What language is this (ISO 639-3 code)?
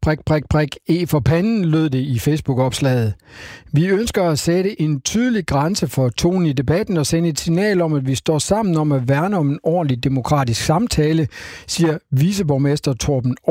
dan